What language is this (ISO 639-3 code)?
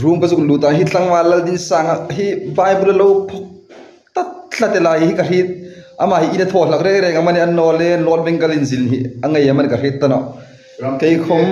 hmr